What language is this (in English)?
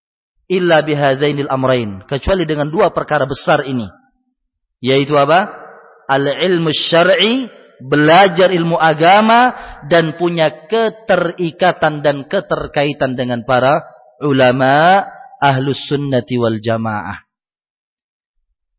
Indonesian